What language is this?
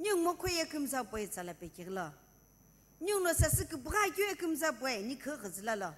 Sumi Naga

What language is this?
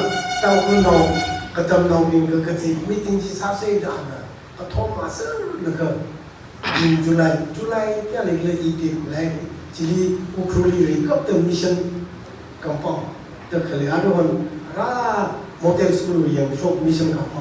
Tangkhul Naga (India)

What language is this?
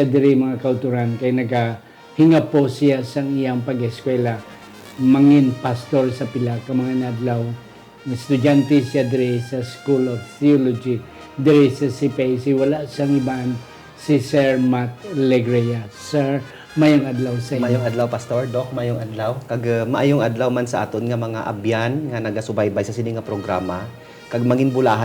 Hiligaynon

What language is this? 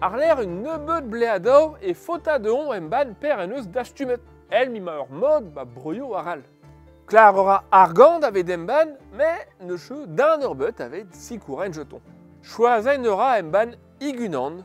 Breton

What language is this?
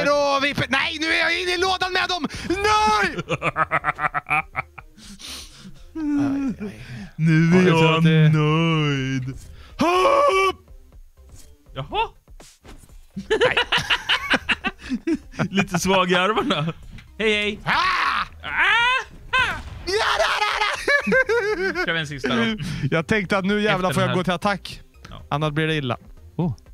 Swedish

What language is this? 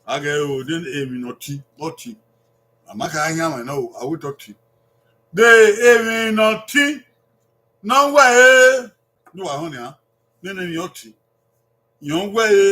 Bini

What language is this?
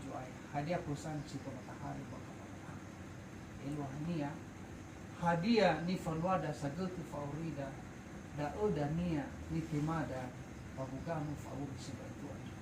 Nias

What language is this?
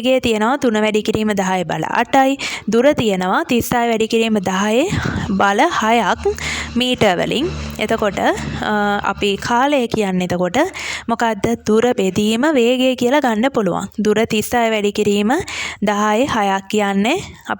Sinhala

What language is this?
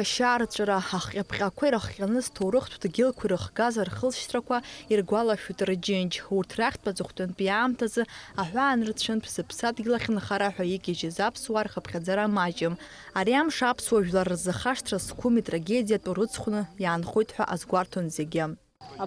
Abkhazian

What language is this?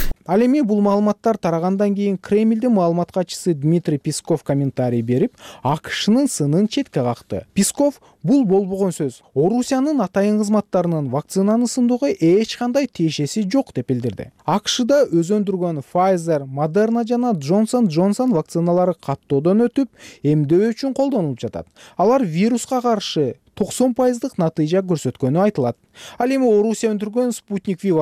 Kyrgyz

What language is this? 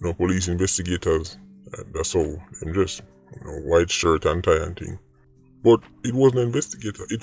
Jamaican Creole English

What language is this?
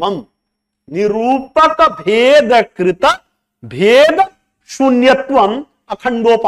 Sanskrit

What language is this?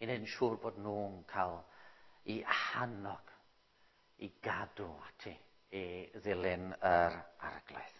Welsh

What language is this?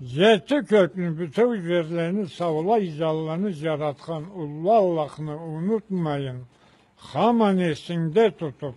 Karachay-Balkar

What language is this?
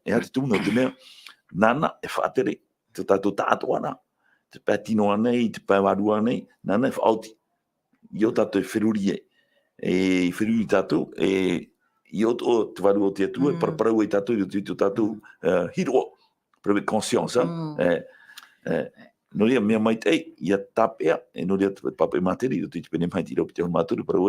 Tahitian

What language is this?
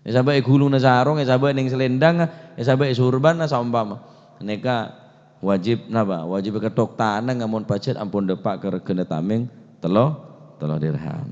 Madurese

